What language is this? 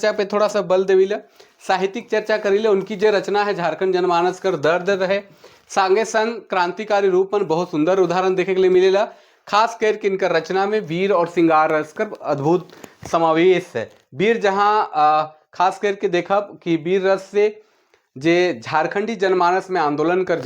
Sadri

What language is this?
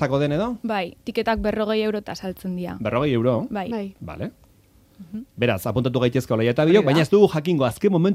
Basque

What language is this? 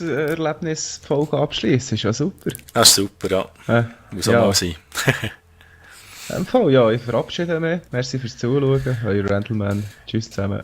Swiss German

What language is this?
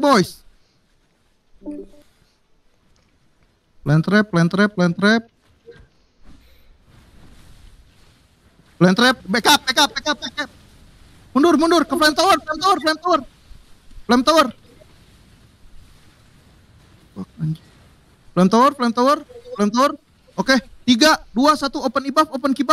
Indonesian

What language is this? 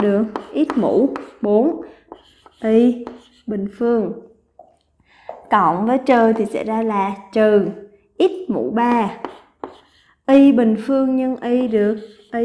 Vietnamese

